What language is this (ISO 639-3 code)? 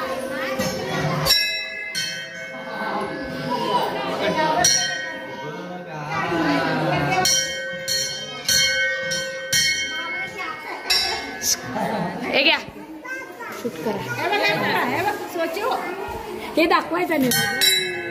mar